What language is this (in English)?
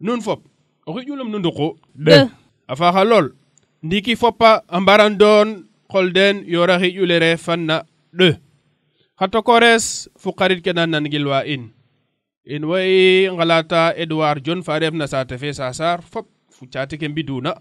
Serer